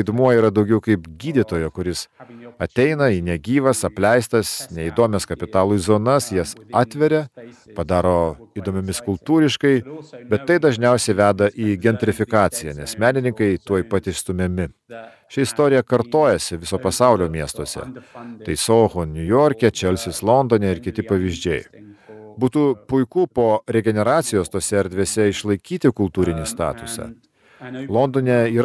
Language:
Lithuanian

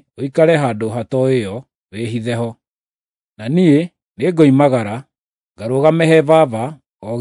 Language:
Kikuyu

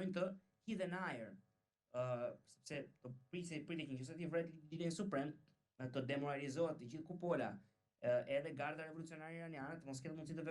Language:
Albanian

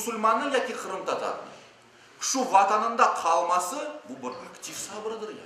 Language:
Crimean Tatar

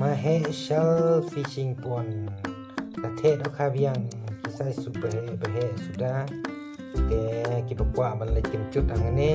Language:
Khasi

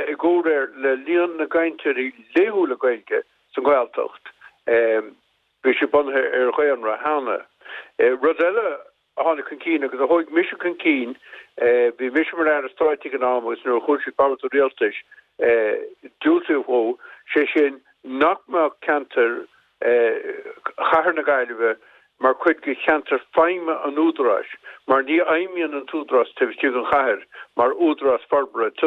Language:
Irish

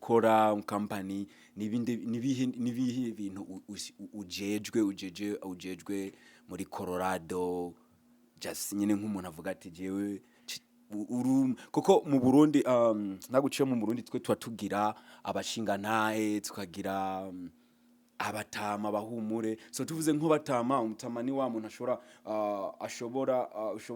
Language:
Rundi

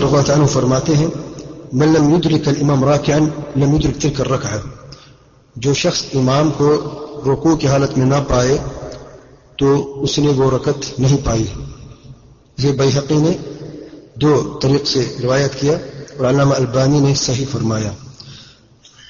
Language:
Urdu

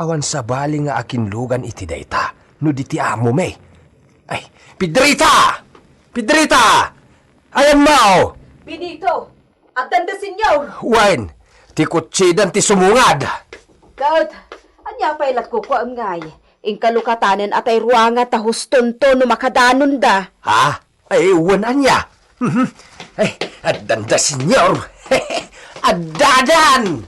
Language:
Iloko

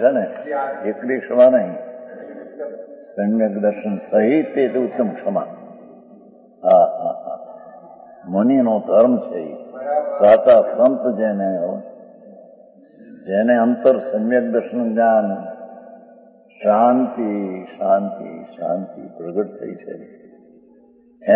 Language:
Gujarati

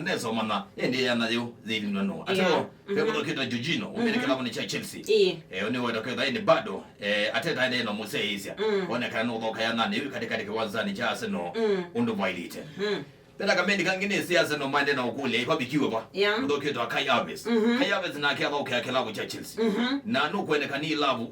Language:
Kamba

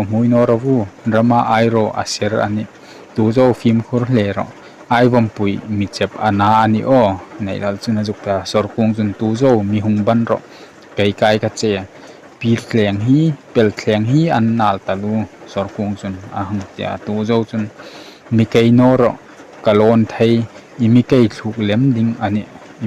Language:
Hmar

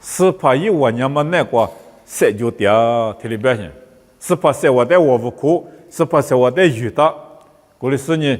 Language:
Lisu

